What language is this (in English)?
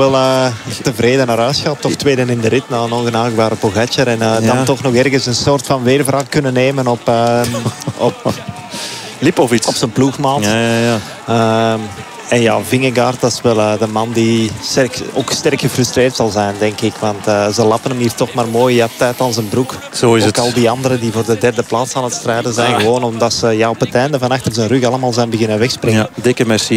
Dutch